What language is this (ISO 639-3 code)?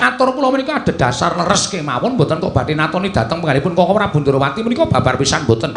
jav